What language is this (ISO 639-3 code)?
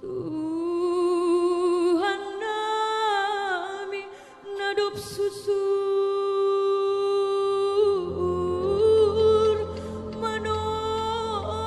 bts